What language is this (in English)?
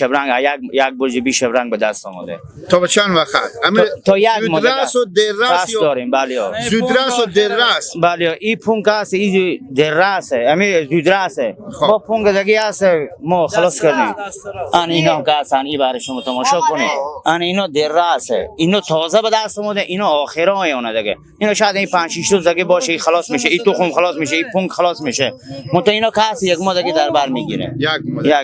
Persian